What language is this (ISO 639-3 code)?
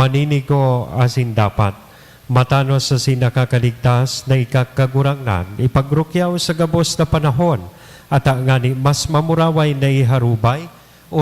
bik